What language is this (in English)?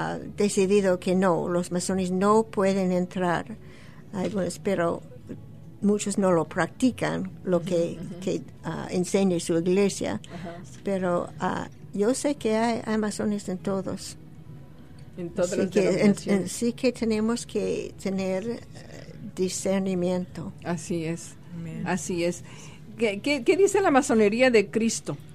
Spanish